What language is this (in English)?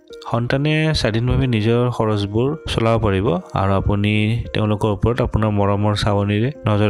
Assamese